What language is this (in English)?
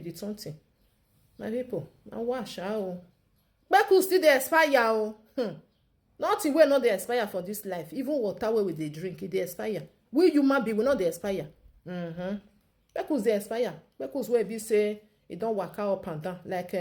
Nigerian Pidgin